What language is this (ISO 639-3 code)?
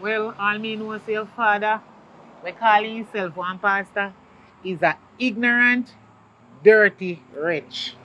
jam